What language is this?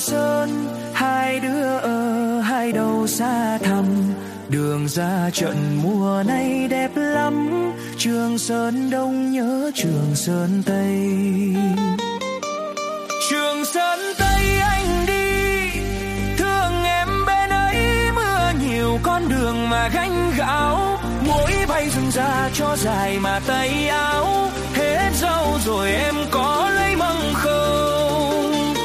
Vietnamese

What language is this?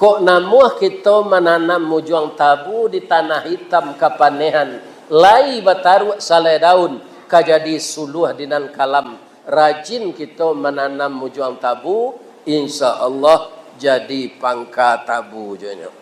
Minangkabau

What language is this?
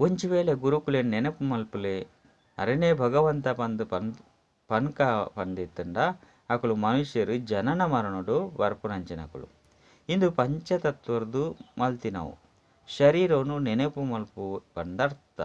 Tulu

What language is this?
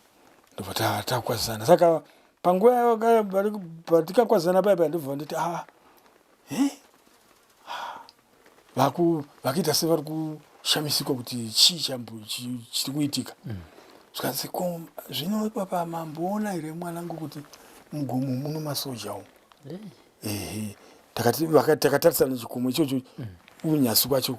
Shona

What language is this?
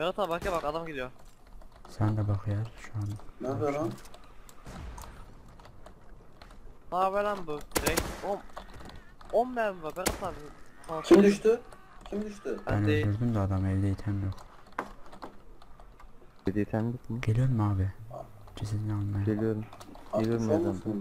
Turkish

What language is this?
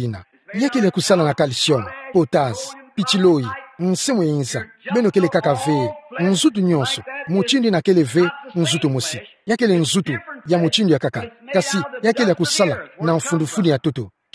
Kituba (Democratic Republic of Congo)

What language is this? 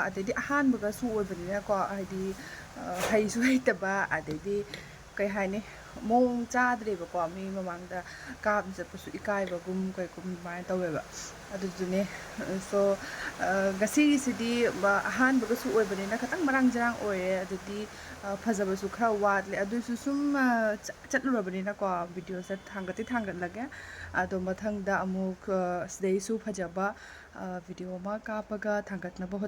Manipuri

